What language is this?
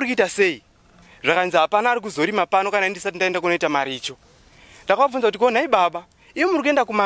Shona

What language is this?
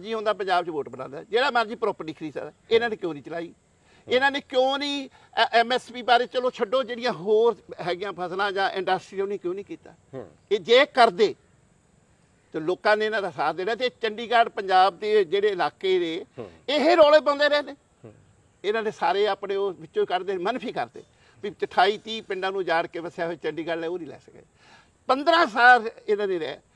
Punjabi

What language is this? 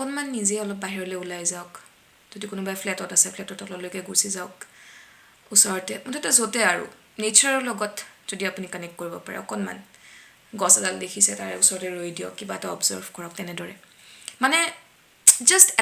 Assamese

